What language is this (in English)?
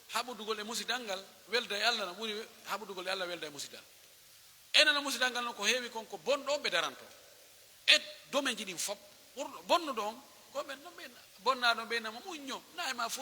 Pular